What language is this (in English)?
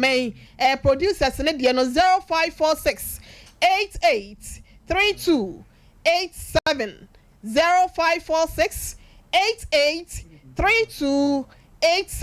Akan